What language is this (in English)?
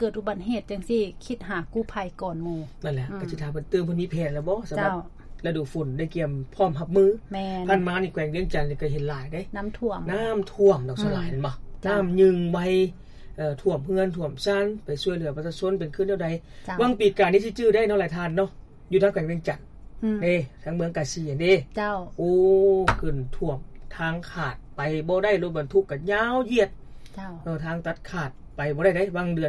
Lao